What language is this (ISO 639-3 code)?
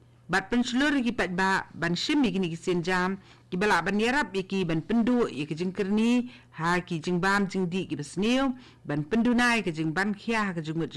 kha